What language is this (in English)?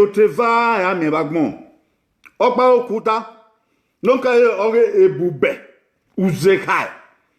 Bini